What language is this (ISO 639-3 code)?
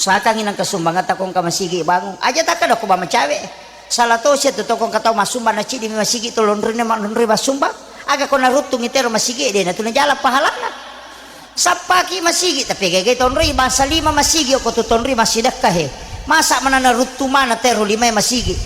bug